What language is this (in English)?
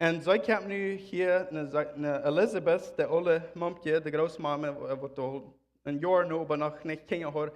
Plautdietsch